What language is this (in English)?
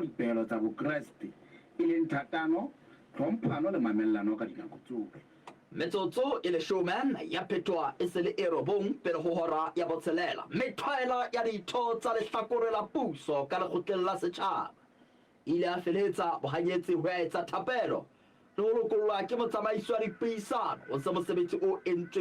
Southern Sotho